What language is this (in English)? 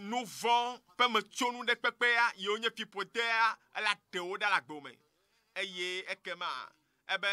Ewe